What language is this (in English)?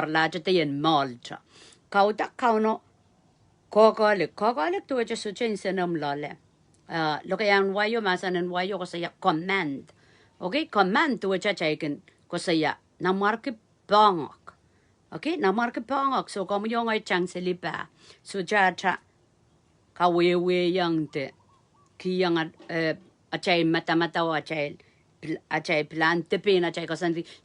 Pohnpeian